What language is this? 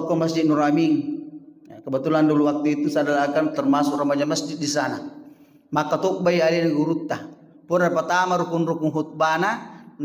Buginese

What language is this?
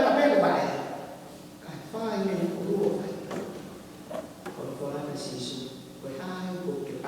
Tongan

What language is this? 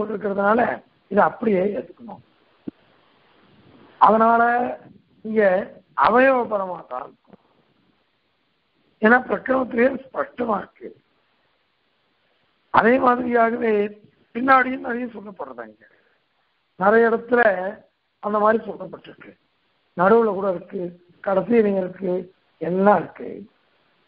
Tamil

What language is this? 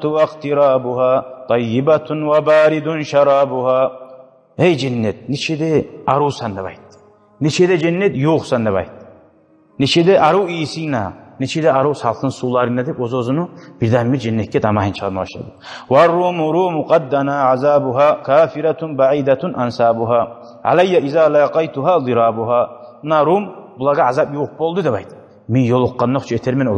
Kumyk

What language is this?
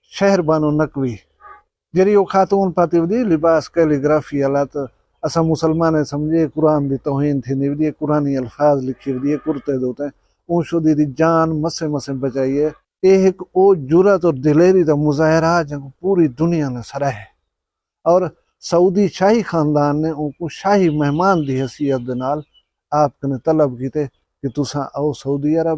Saraiki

